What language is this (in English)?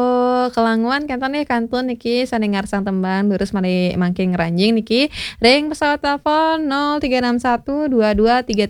Balinese